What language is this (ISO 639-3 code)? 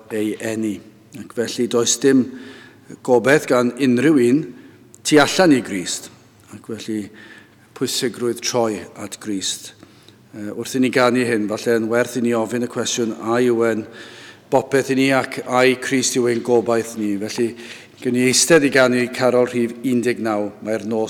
cym